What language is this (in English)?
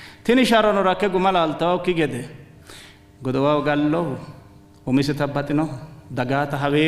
Sidamo